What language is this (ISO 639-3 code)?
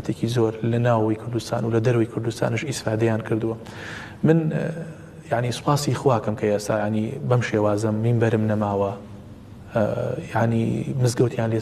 ckb